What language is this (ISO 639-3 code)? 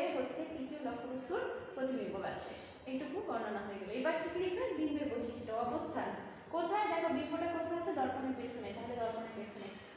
ben